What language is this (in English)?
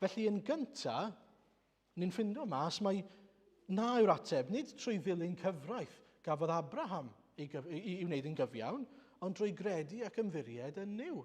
Welsh